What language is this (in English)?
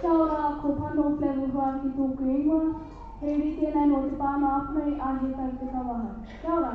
Māori